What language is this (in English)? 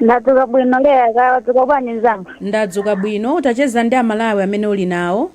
Nyanja